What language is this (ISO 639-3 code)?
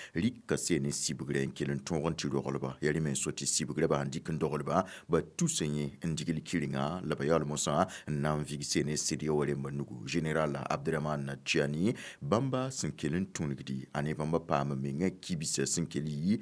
mos